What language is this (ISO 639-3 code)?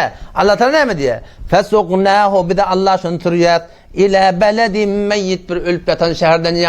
tuk